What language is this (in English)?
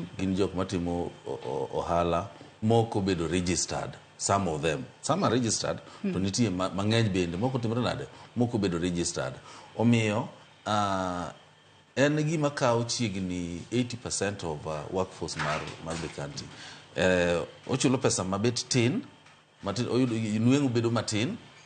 Luo (Kenya and Tanzania)